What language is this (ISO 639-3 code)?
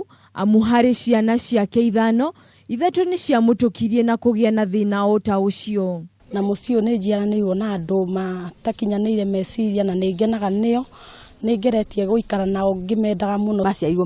kik